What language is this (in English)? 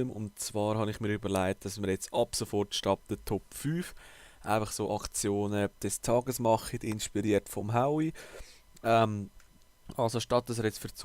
Swiss German